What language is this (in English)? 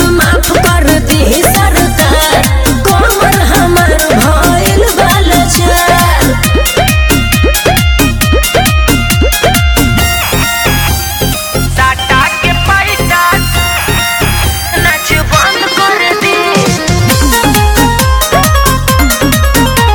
Bhojpuri